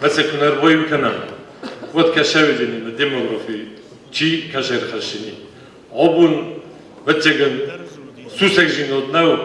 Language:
Ossetic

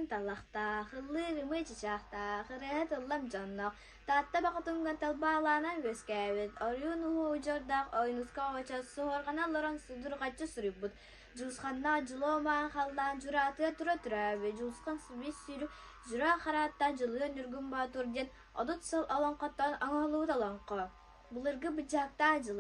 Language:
Yakut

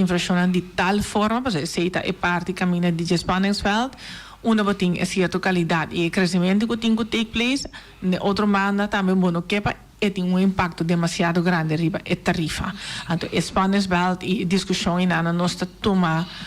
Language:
Papiamento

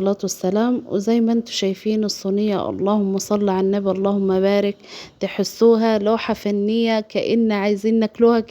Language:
Egyptian Arabic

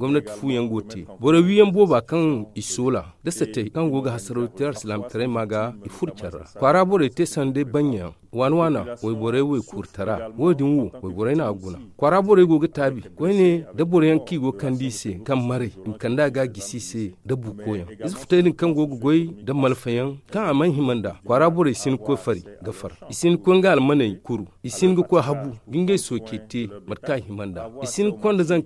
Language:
Zarma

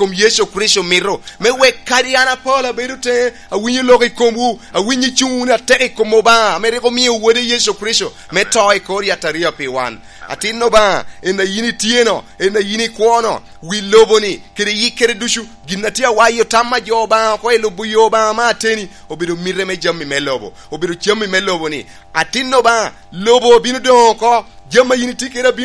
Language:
Lango (Uganda)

